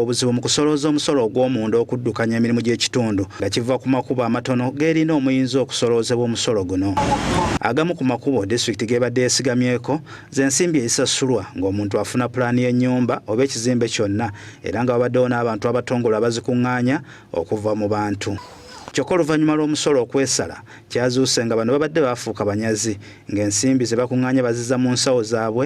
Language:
Ganda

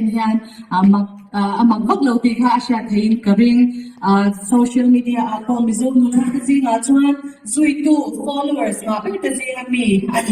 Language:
Mizo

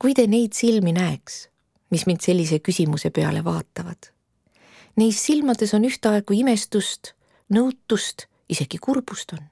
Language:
Estonian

